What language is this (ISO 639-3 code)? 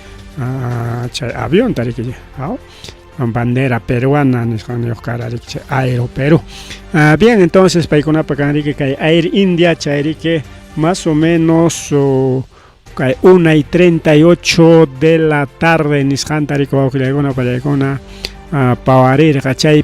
quy